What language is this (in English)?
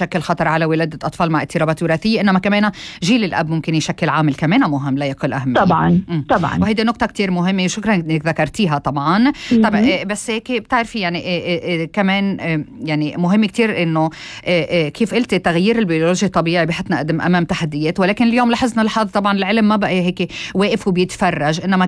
North Levantine Arabic